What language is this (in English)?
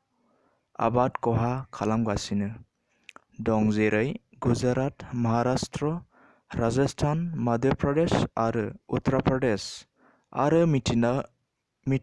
Bodo